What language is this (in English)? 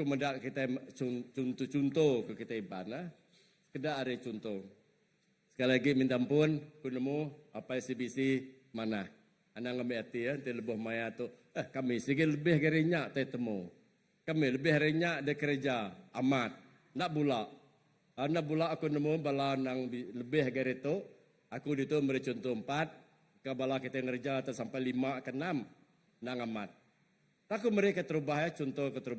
Iban